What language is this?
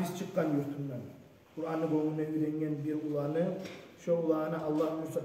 Kumyk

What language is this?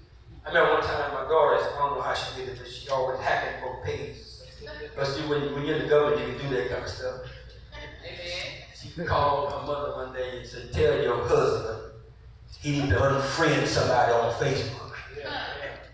English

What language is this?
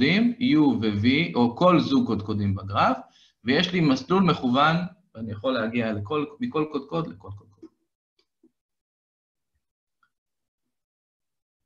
Hebrew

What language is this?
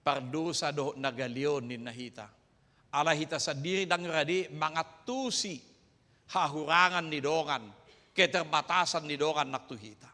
Batak Toba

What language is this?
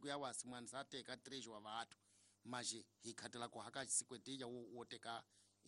Tsonga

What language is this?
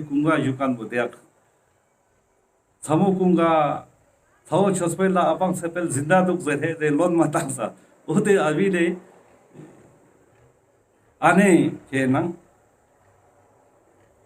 Ladakhi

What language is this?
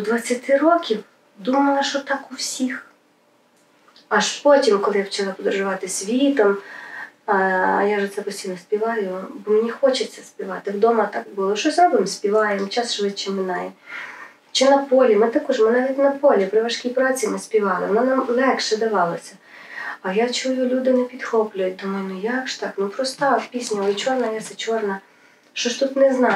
Ukrainian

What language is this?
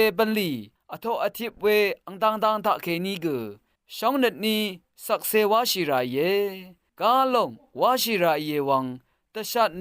Rawang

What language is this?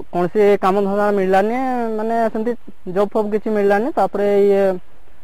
Odia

